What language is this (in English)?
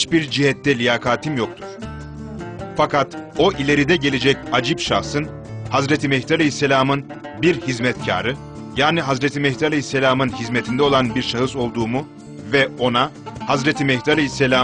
Turkish